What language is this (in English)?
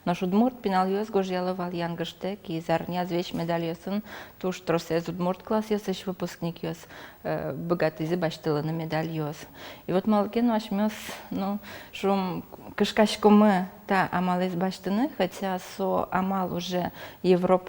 Udmurt